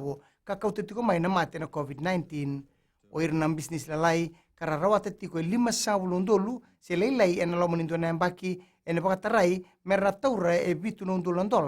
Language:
Fijian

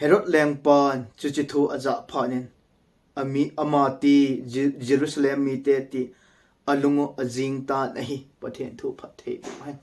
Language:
Thado Chin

